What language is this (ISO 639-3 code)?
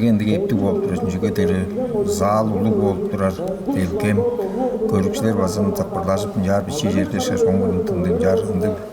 tyv